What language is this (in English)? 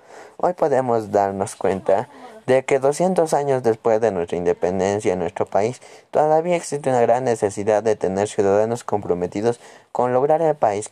Spanish